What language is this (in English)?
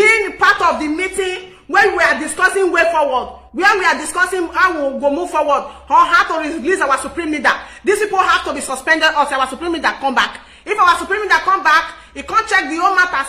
Nigerian Pidgin